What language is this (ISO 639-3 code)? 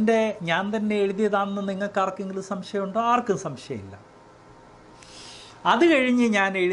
mal